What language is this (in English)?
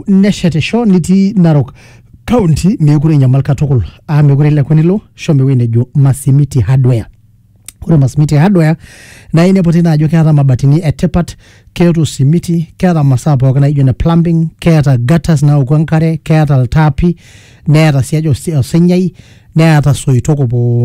Masai